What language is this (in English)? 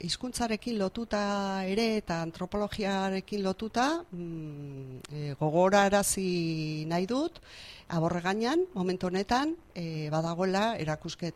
Basque